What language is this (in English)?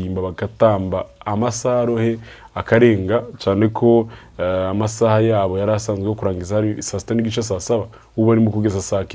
Kinyarwanda